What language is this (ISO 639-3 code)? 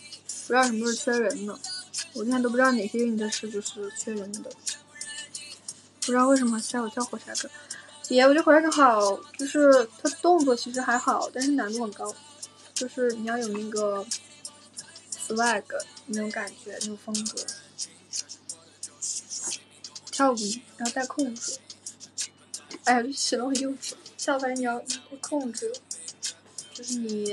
zho